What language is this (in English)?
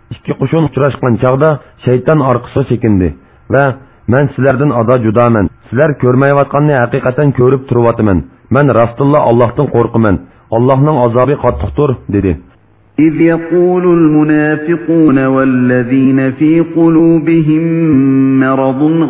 Uyghur